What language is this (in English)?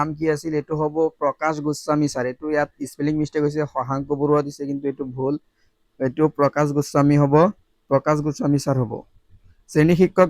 Assamese